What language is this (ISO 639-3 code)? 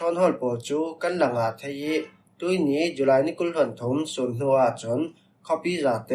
cfm